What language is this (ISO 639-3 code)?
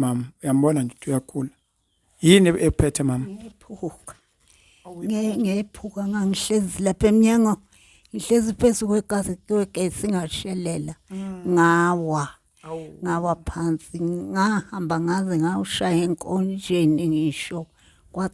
zul